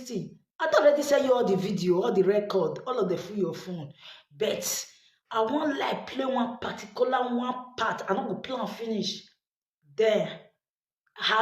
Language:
Nigerian Pidgin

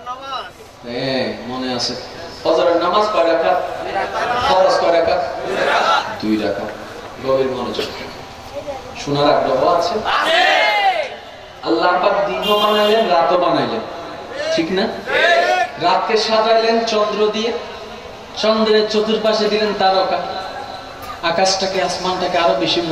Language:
Bangla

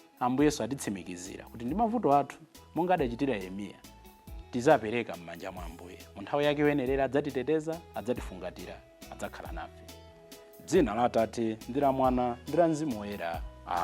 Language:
Nyanja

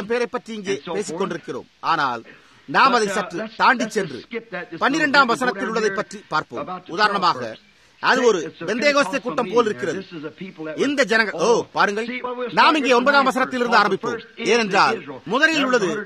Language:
Tamil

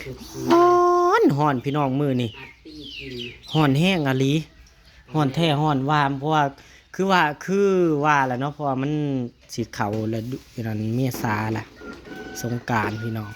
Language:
Northeastern Thai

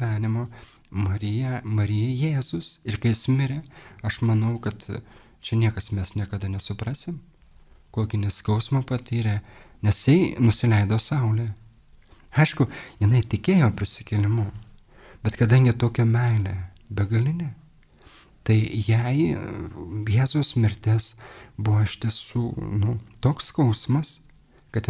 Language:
Lithuanian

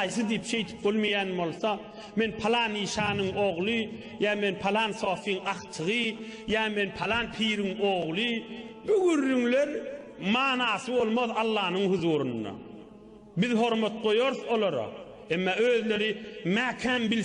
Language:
Turkmen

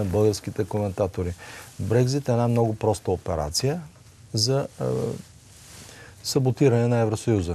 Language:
Bulgarian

